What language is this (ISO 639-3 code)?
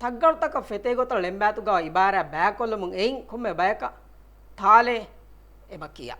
div